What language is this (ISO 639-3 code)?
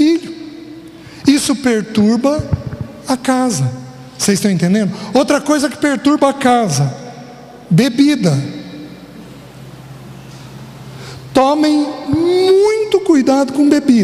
por